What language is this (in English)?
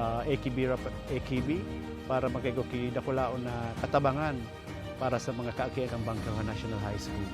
Bikol